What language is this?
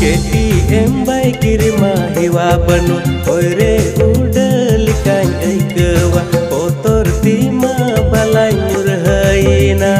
Santali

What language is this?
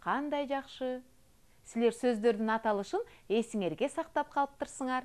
Kyrgyz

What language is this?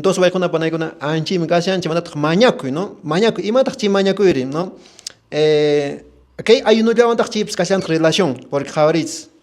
Quechua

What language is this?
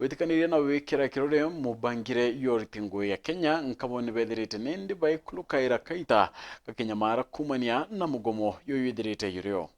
Meru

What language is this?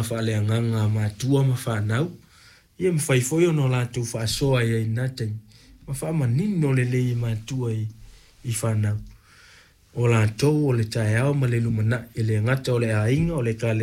Samoan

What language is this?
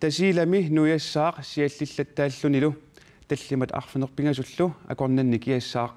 Kalaallisut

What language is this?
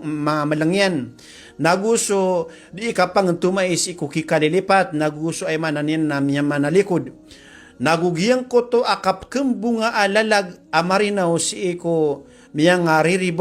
Maranao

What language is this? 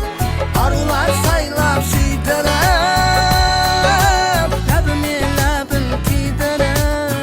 Kara-Kalpak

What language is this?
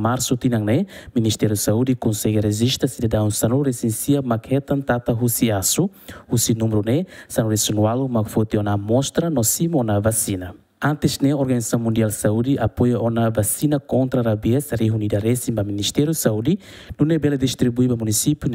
Tetum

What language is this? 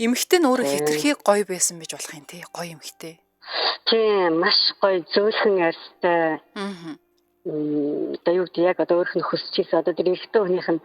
Mongolian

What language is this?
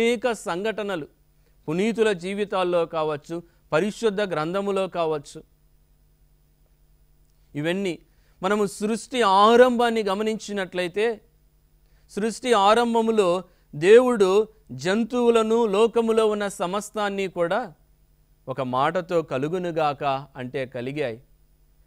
Telugu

